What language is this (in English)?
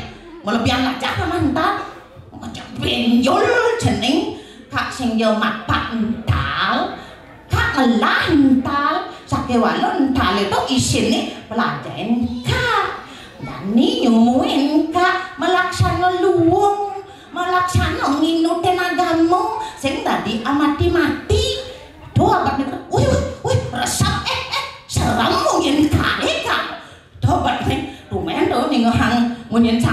Balinese